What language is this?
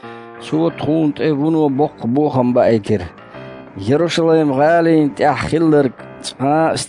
Chechen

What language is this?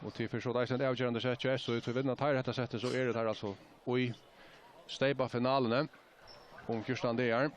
Faroese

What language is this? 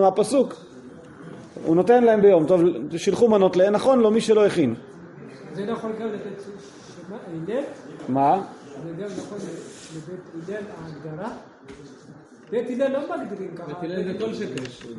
Hebrew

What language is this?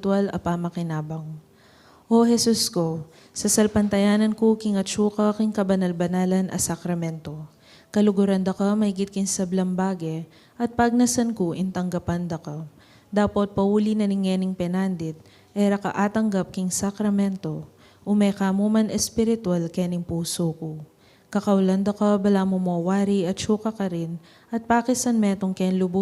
Pampanga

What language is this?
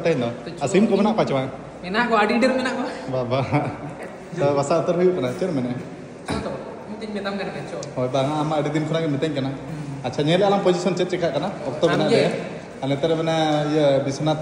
Santali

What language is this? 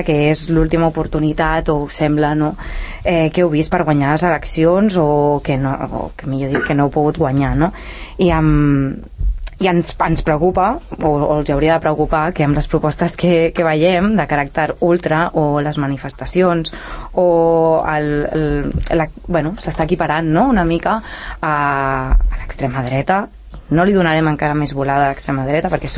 Catalan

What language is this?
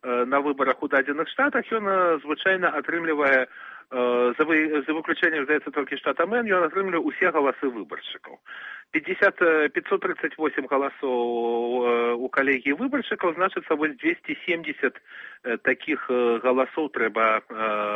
Belarusian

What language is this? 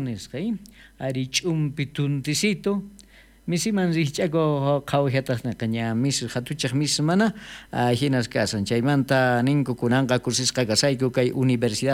South Bolivian Quechua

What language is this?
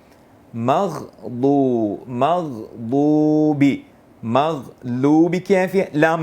Divehi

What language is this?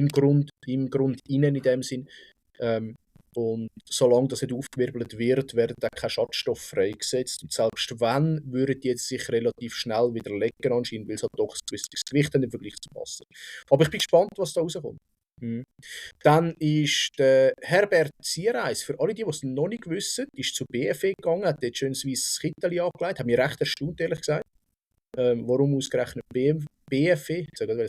Swiss German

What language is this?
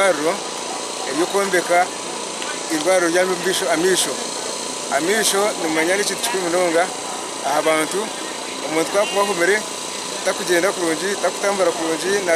Nyankole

